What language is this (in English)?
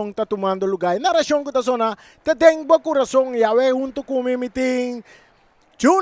Papiamento